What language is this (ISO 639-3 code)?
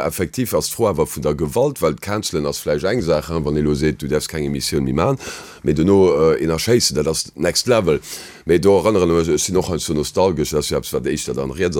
ltz